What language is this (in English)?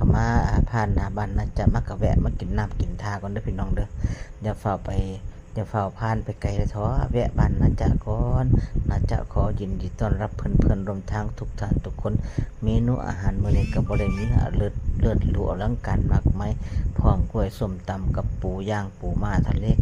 Northeastern Thai